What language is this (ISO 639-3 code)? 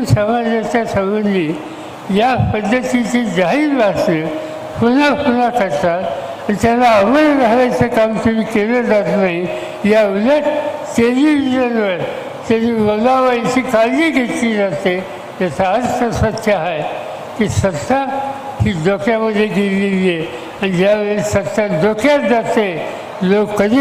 mar